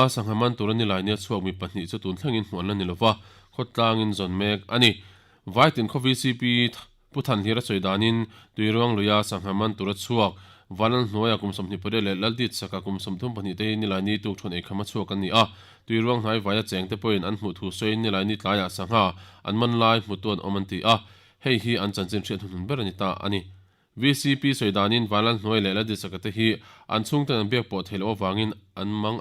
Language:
Mizo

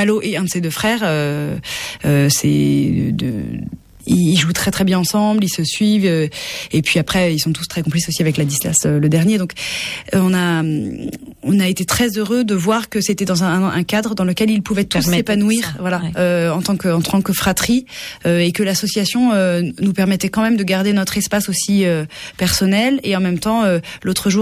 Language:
French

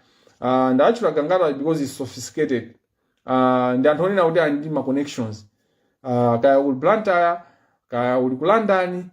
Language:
Nyanja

